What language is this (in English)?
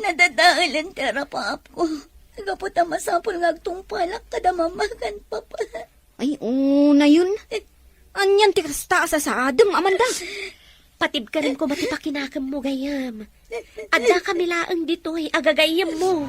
Iloko